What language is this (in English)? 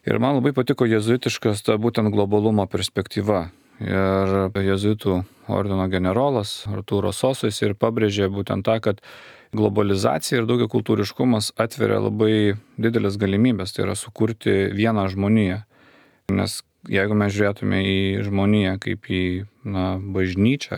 Lithuanian